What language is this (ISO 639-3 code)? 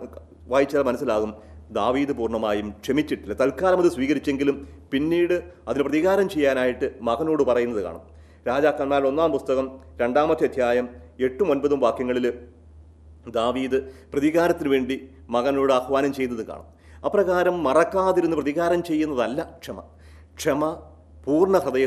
mal